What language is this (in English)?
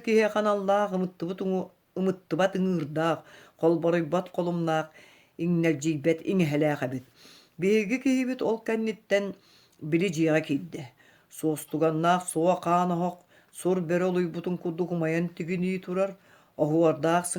Yakut